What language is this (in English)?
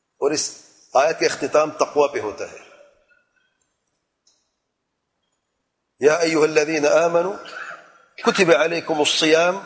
Urdu